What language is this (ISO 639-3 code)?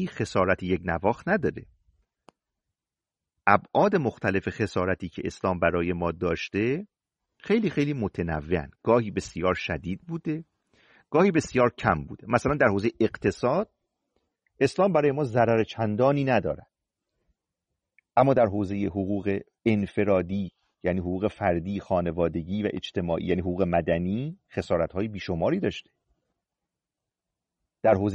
fas